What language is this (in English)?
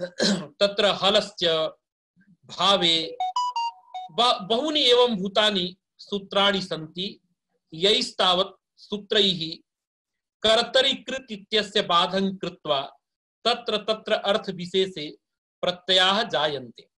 Sanskrit